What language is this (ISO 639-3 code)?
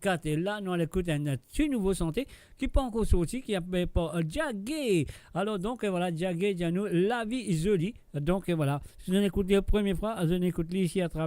mfe